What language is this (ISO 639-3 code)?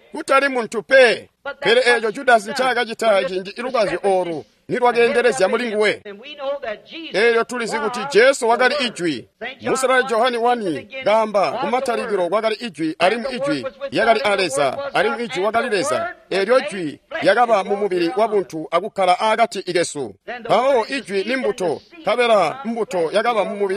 toi